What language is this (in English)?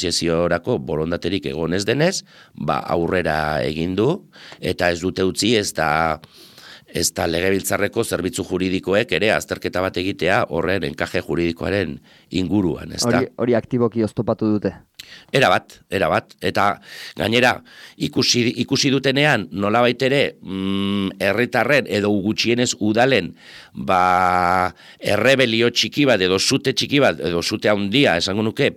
Basque